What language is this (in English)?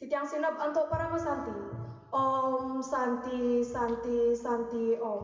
Balinese